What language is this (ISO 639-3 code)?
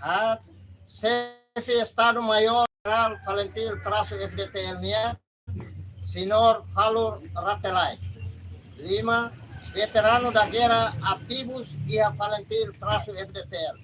tet